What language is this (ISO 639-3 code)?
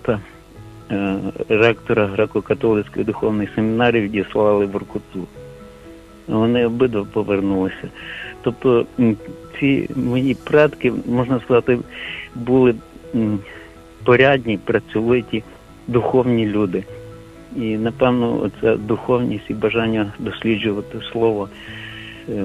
ukr